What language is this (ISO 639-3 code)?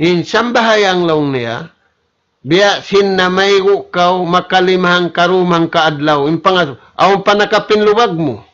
tsg